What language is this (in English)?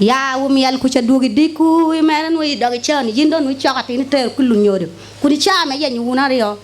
Acoli